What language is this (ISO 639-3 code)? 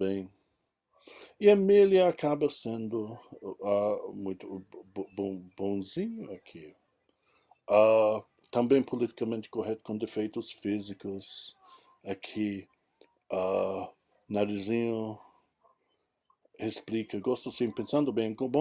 por